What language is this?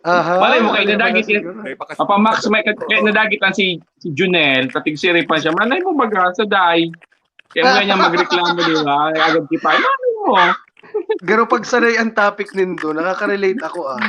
Bikol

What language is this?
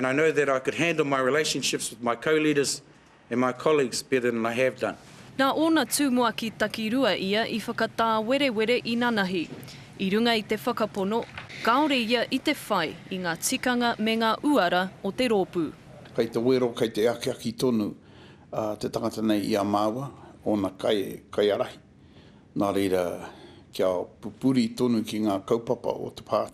Māori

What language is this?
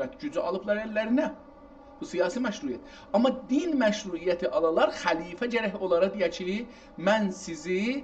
South Azerbaijani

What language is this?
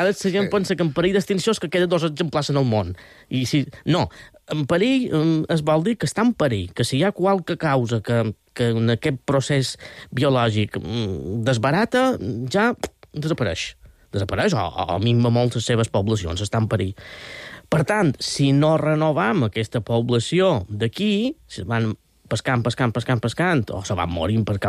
Catalan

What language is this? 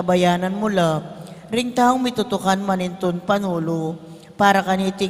Pampanga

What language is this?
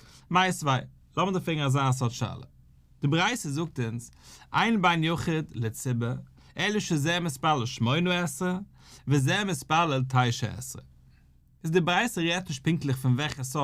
Yiddish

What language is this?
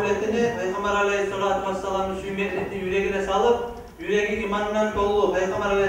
Kumyk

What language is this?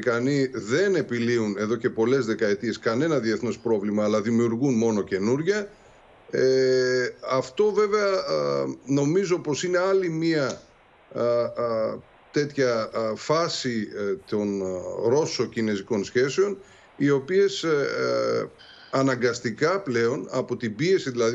Greek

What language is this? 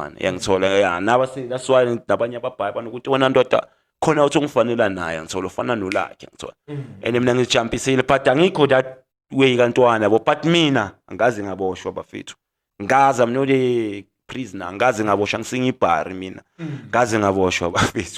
Zulu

